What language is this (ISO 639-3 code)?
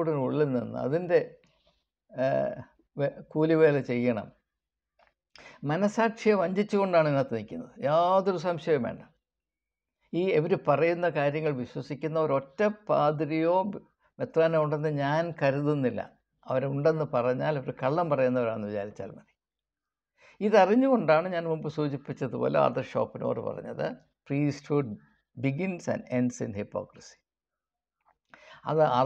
mal